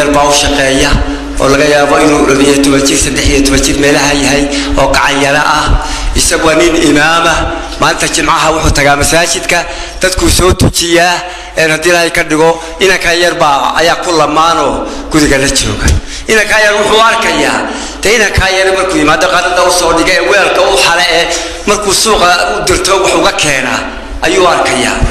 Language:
Somali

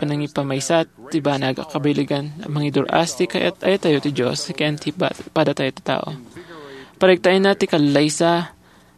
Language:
Iloko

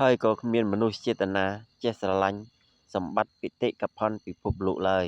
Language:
Khmer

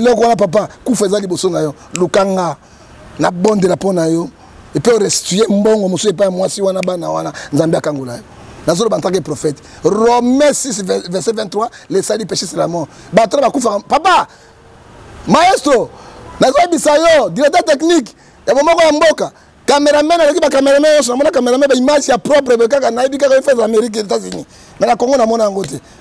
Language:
Lingala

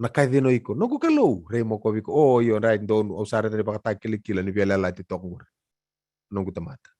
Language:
Fijian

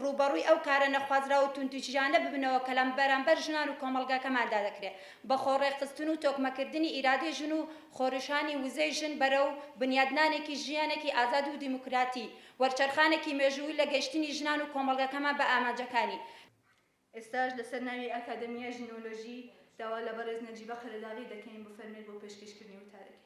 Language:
Central Kurdish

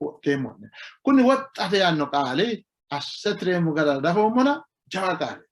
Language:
Sidamo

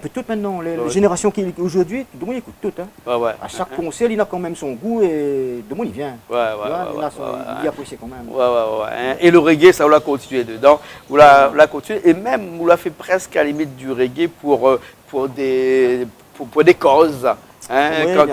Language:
Réunion Creole French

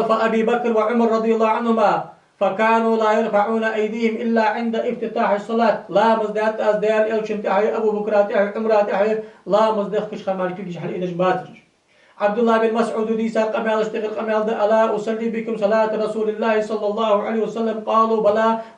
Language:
Ingush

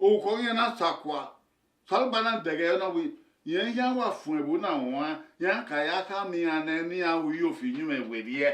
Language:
Bini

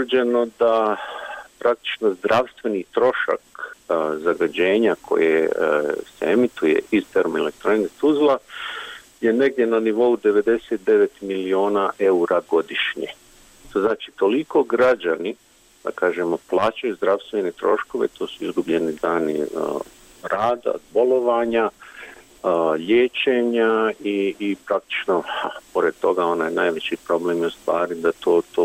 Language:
Bosnian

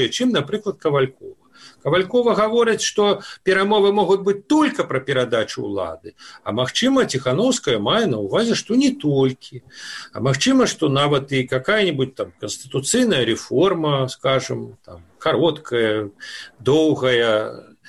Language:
Belarusian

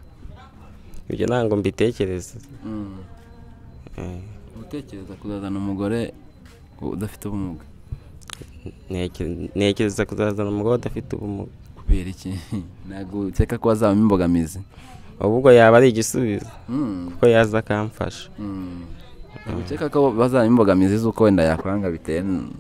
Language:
Kinyarwanda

